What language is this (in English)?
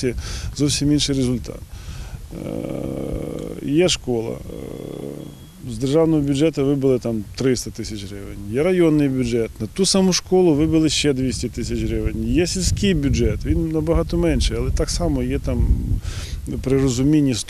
Ukrainian